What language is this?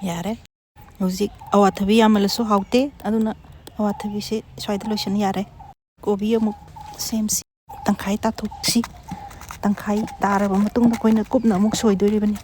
Manipuri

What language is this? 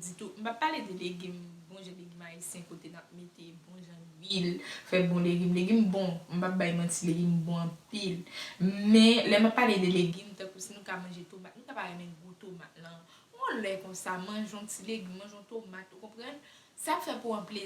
Haitian Creole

